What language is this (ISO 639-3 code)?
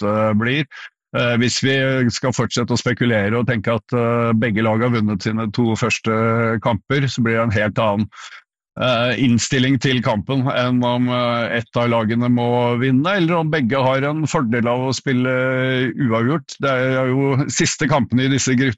nor